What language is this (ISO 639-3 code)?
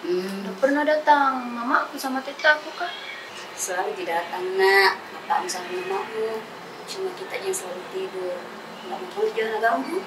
mfp